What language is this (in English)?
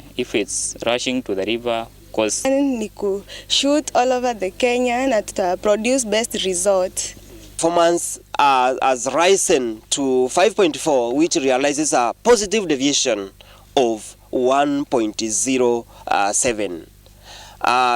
Meru